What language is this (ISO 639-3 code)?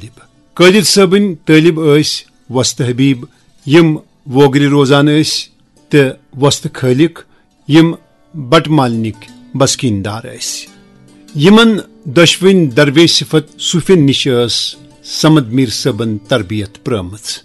kas